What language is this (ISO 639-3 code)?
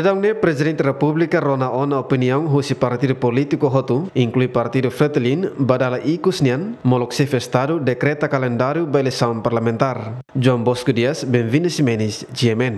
tet